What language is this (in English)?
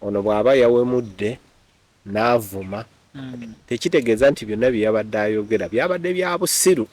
Ganda